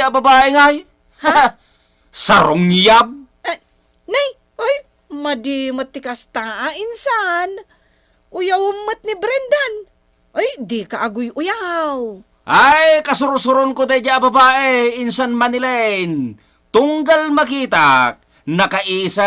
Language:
Iloko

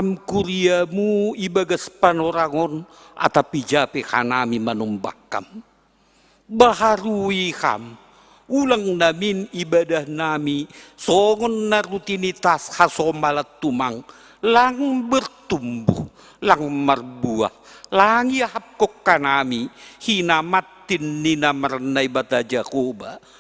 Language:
Batak Simalungun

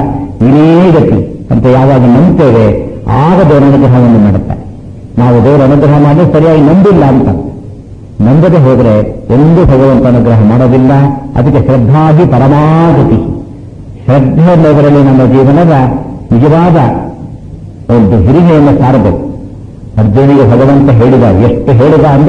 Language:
Kannada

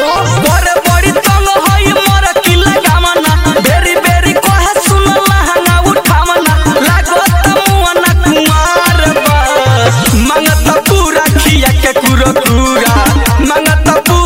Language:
Bhojpuri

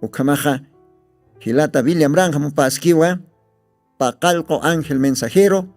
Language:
Aymara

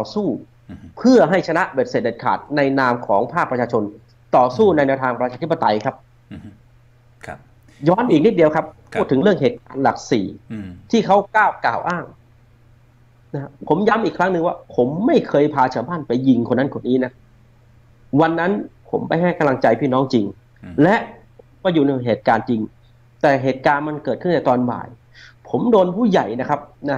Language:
Thai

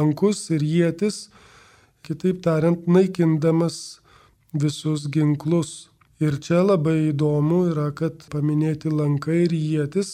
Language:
Lithuanian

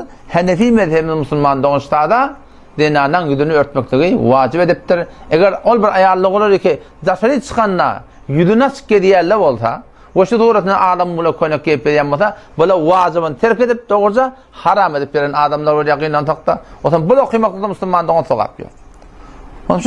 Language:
Turkmen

